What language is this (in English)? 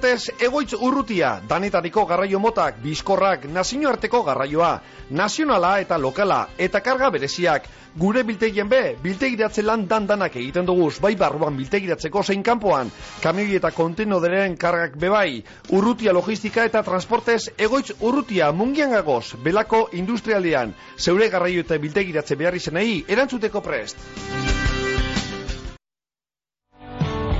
Basque